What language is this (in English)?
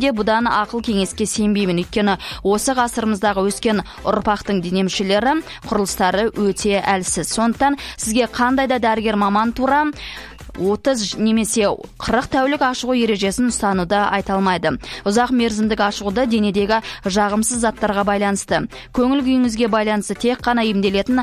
Kazakh